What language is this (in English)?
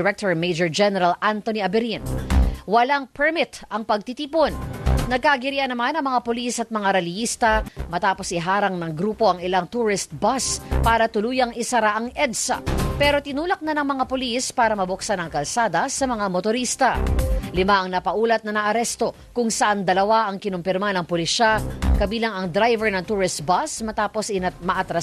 Filipino